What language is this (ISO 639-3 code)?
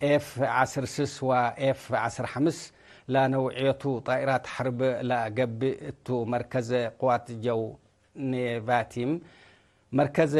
tig